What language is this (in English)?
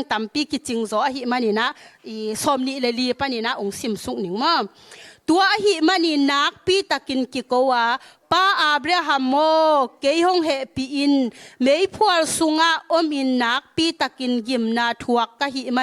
Tedim Chin